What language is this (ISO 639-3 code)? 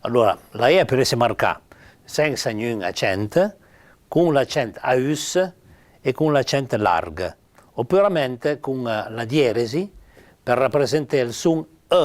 pms